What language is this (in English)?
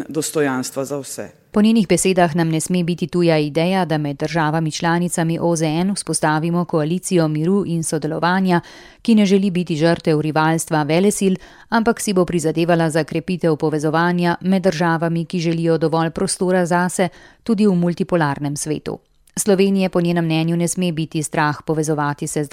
Slovenian